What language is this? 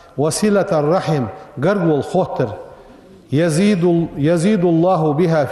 Ingush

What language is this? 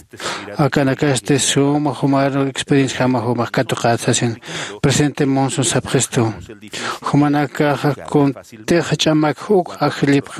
Aymara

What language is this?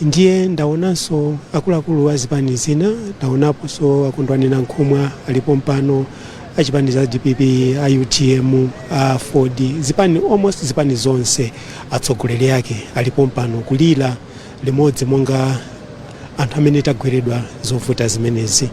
Nyanja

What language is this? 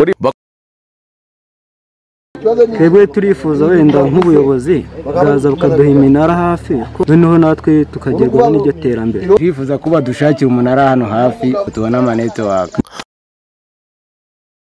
Kinyarwanda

